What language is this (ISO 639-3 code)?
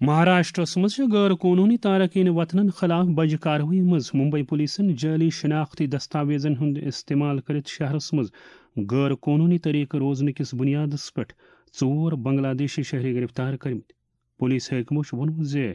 kas